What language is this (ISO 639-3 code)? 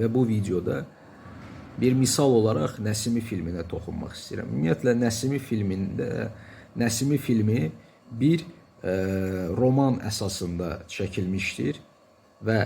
aze